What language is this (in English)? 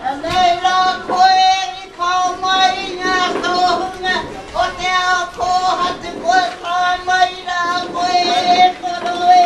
Māori